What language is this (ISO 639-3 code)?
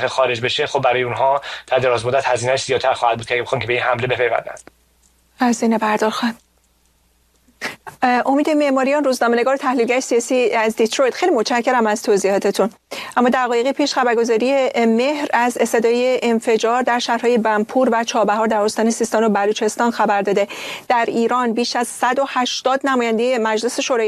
fas